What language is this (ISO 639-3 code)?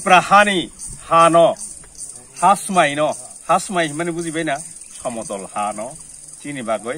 trp